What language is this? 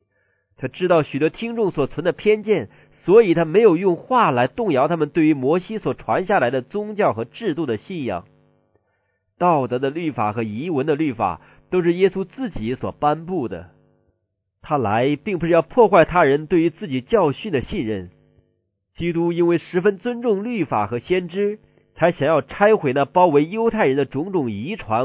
Chinese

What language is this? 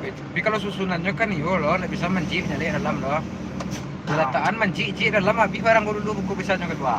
Minangkabau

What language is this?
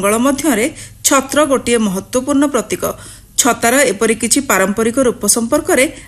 Odia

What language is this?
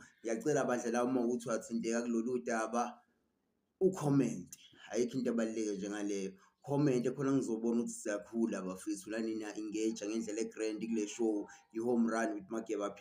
Zulu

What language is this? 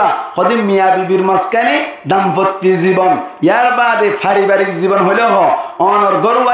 Rohingya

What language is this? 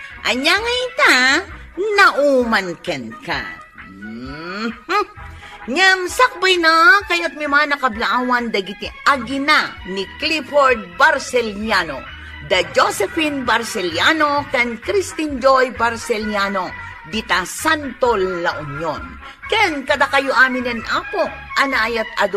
Iloko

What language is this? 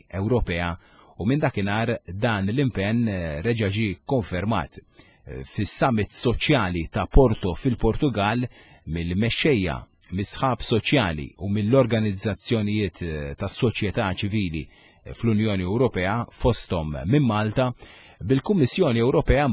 Maltese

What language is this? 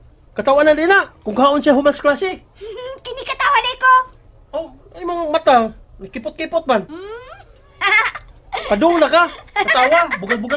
Cebuano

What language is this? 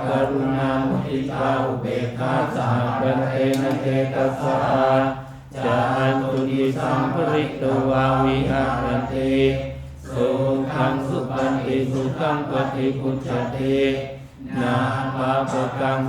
Pali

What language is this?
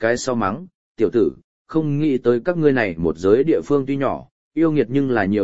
Vietnamese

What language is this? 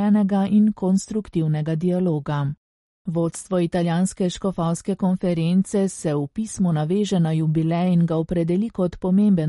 Slovenian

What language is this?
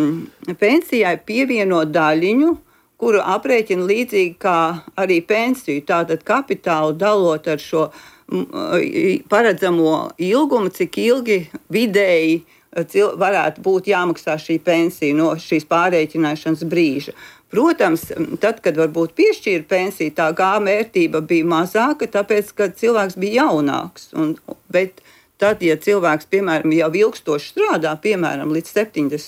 Latvian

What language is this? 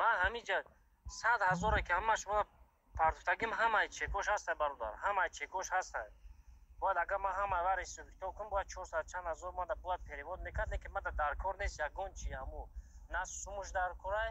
Tajik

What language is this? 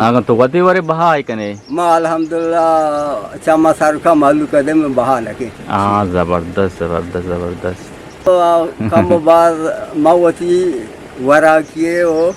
Eastern Balochi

